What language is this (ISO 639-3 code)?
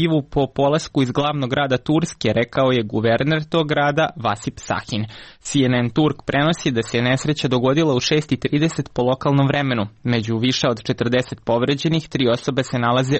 srp